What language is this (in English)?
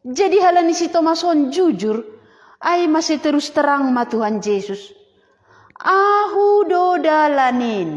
Batak Simalungun